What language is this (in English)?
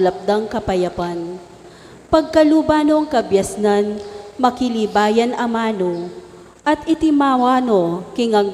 Pampanga